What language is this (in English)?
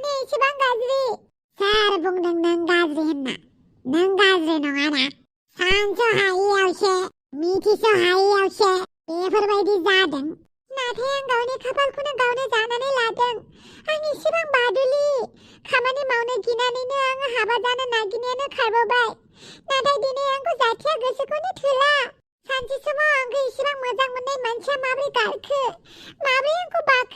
Bodo